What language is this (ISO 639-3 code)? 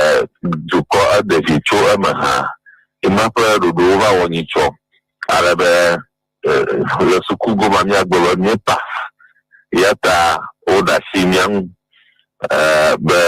ewe